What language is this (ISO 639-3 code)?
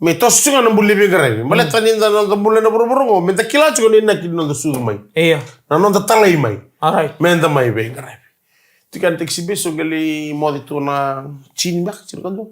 fij